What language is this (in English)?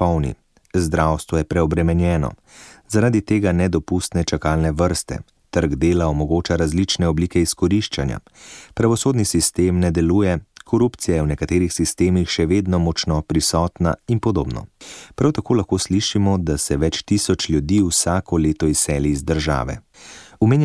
Slovenian